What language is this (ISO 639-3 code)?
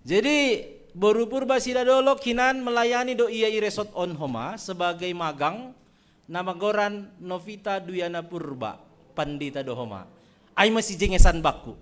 bts